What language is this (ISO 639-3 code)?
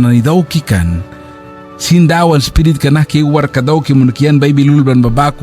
miq